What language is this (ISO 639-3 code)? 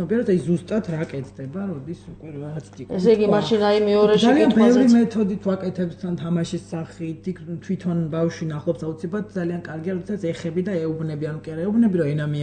kat